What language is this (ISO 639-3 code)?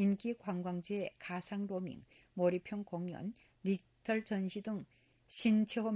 kor